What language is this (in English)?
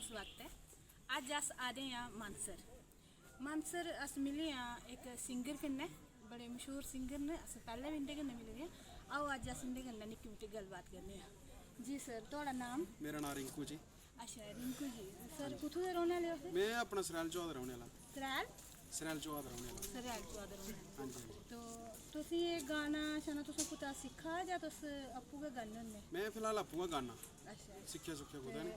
Dogri